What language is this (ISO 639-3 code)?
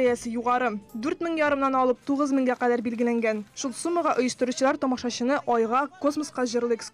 tat